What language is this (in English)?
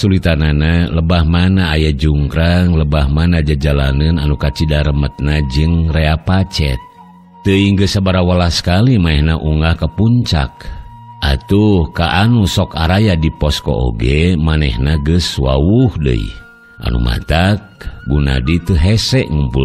Sundanese